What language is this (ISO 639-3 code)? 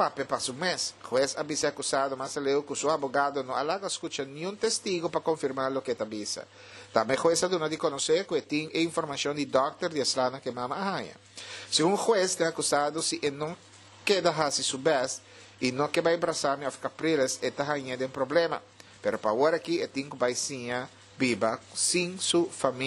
pap